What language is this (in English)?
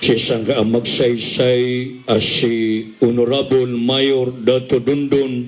Maranao